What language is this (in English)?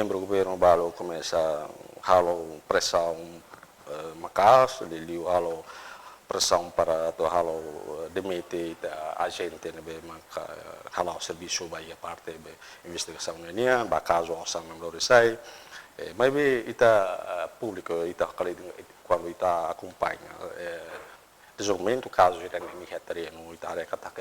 Tetum